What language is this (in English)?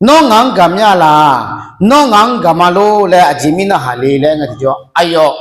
Akha